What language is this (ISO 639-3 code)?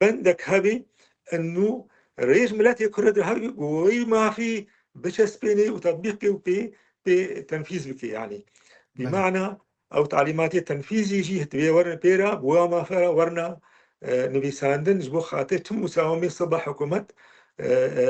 kur